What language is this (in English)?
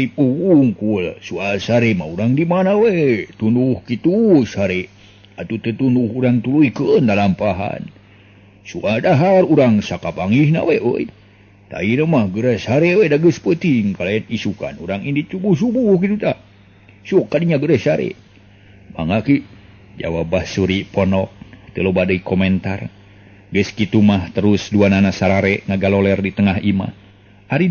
Sundanese